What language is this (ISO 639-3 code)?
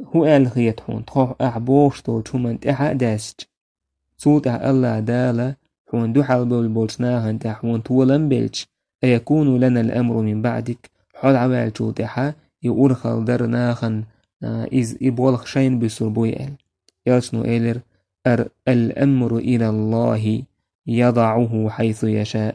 che